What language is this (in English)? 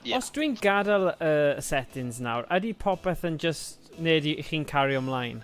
Welsh